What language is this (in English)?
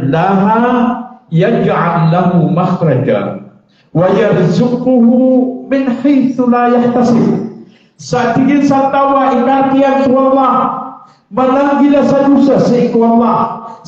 Maranao